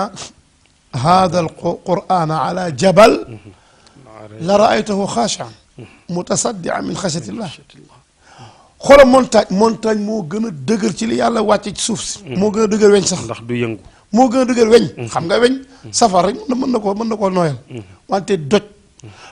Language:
Wolof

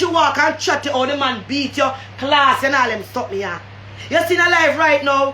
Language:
Jamaican Creole English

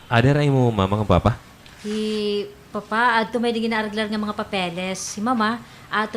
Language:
Waray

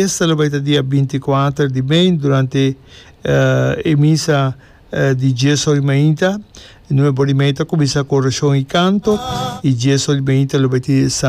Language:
Papiamento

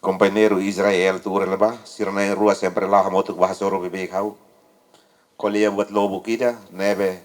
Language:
Tetum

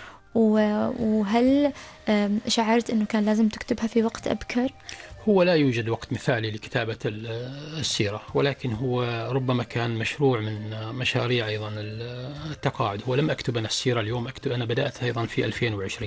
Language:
Arabic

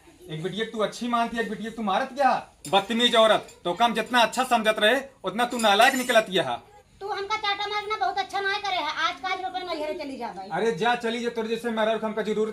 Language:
Awadhi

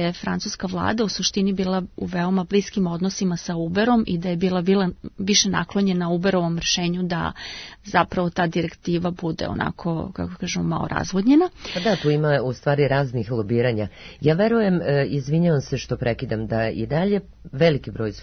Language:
Serbian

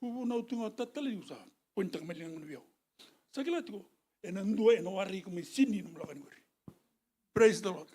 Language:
Fijian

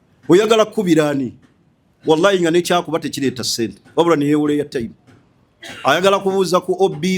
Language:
Ganda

